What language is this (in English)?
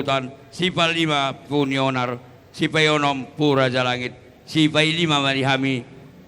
Batak Toba